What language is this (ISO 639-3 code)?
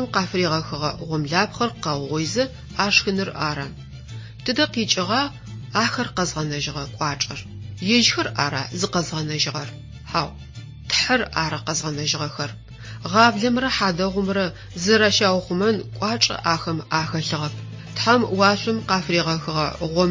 ady